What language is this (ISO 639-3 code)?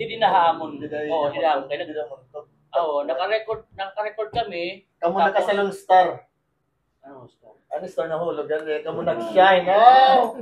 war